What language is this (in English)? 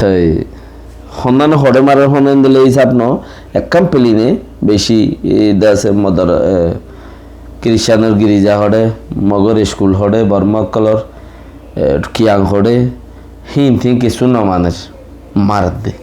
Rohingya